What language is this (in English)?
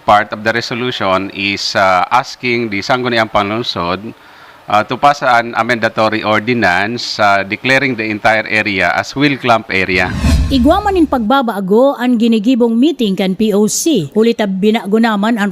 Bikol